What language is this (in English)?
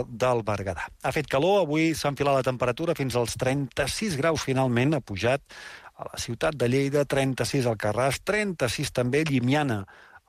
Catalan